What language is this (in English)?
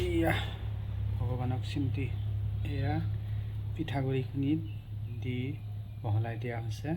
Assamese